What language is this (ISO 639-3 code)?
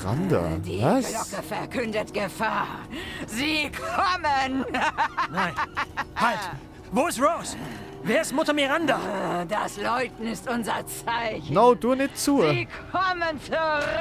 gsw